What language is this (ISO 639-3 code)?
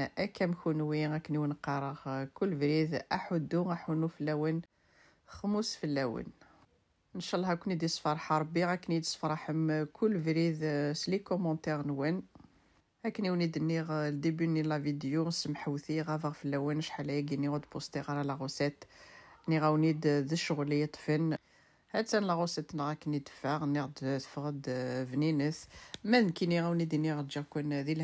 kab